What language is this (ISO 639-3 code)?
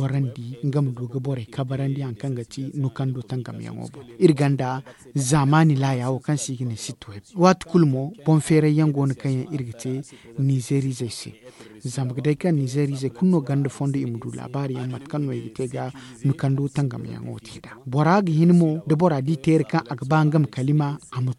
dje